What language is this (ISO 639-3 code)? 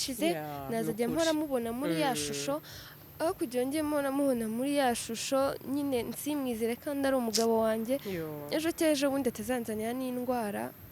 kin